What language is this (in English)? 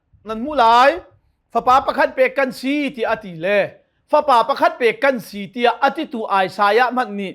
Hakha Chin